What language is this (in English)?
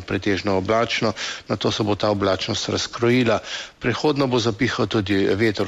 Slovenian